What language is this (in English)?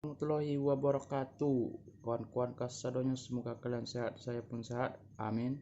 Minangkabau